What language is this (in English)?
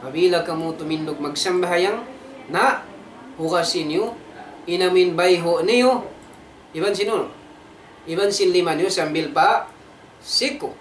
Tausug